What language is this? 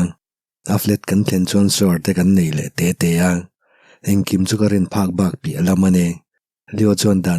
Mizo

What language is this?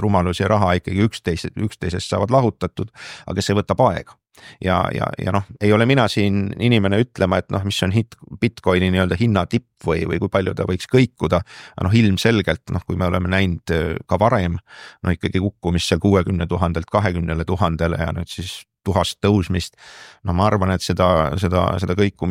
Estonian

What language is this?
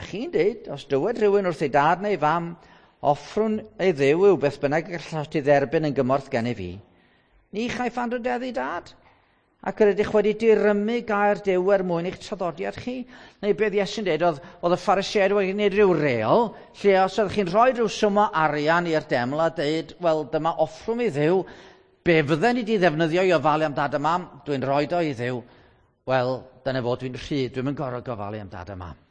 Welsh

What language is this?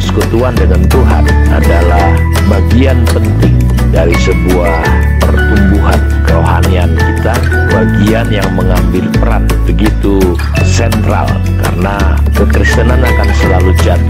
Indonesian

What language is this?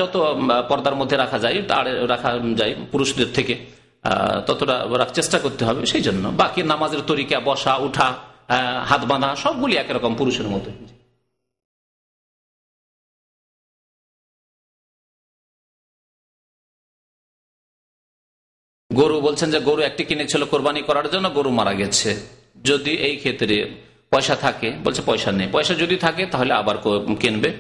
Bangla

